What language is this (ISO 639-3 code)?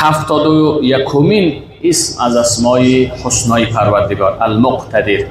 fas